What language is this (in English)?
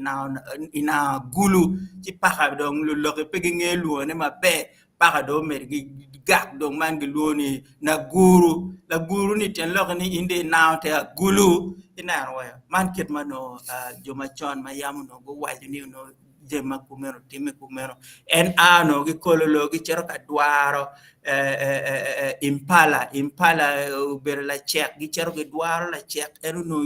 Acoli